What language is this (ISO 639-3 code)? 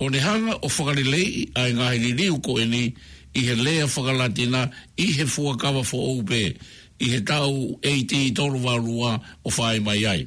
ton